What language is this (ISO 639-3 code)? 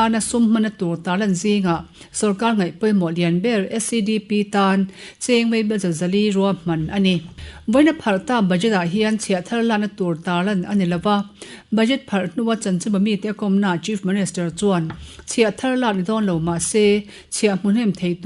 lus